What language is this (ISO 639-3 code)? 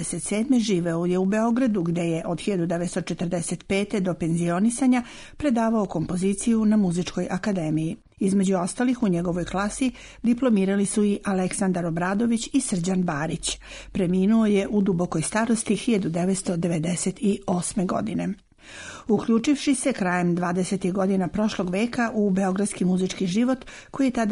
srp